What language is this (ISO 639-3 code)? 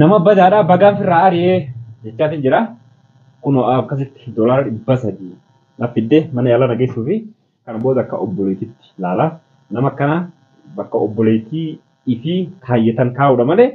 orm